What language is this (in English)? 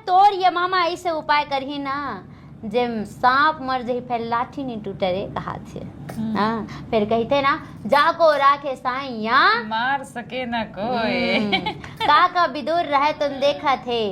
Chhattisgarhi